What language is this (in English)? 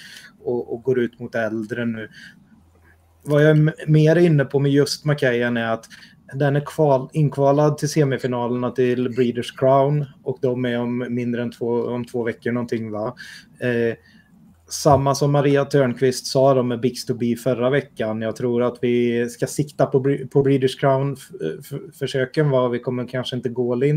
Swedish